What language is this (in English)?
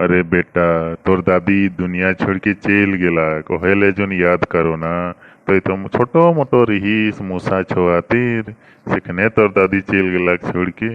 Sadri